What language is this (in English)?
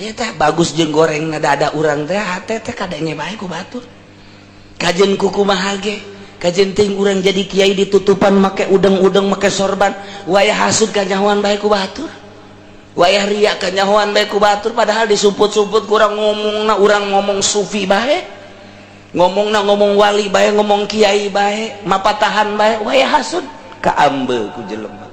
Sundanese